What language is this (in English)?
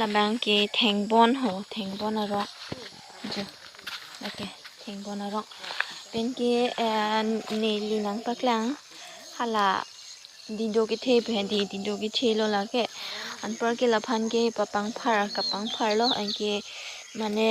Karbi